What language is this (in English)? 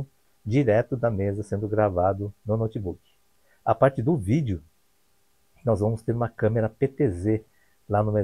Portuguese